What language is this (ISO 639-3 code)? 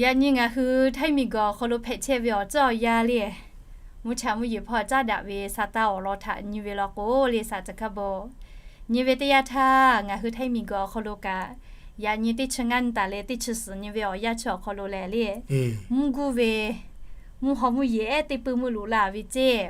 lhu